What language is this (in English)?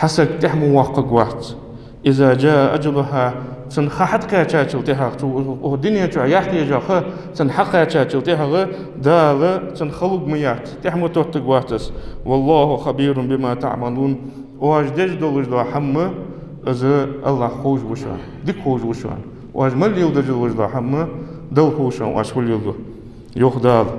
Ingush